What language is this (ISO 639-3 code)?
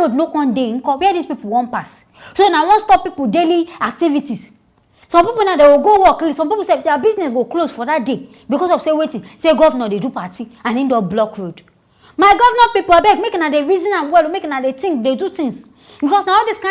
pcm